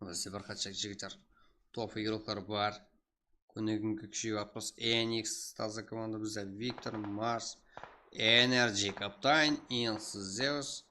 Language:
Kara-Kalpak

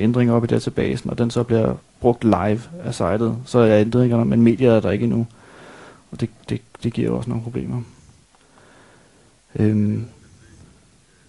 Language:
Danish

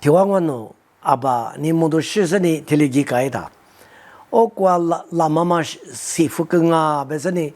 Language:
Lisu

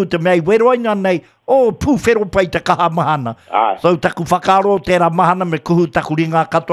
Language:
Māori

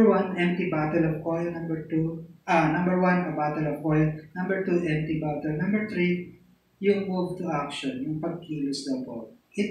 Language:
Filipino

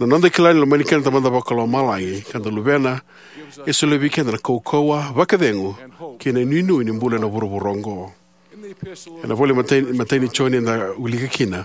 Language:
Fijian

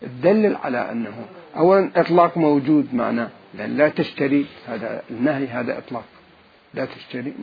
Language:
Mesopotamian Arabic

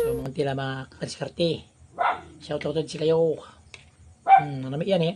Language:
Pangasinan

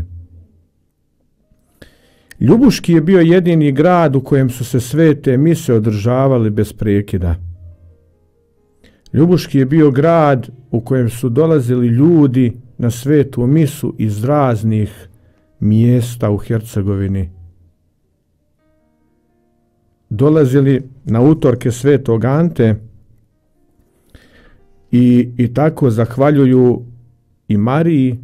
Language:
Croatian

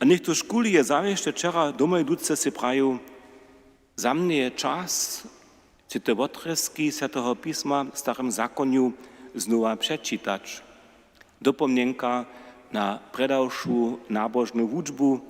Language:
Upper Sorbian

